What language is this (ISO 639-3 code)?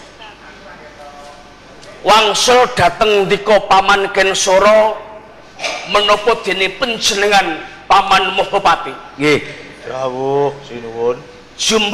jav